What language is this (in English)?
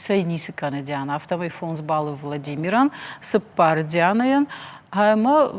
Ossetic